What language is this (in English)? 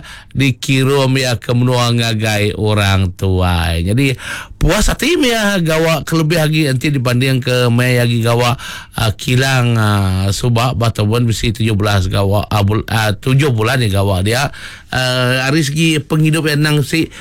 Iban